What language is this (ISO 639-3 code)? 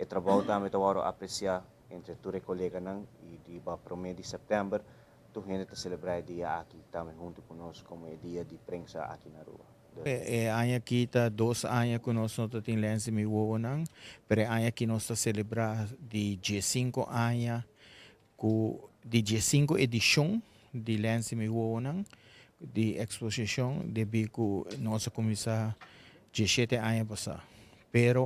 pap